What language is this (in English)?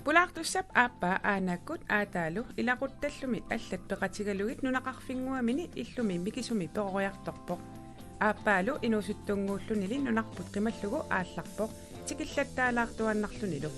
Kalaallisut